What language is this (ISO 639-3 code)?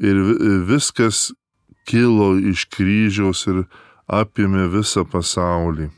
lit